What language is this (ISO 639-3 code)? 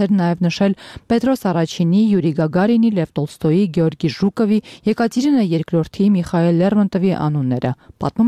hye